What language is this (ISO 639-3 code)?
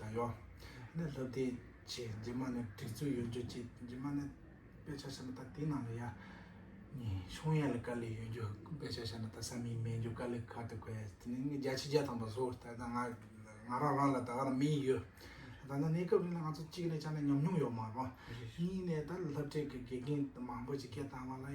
bod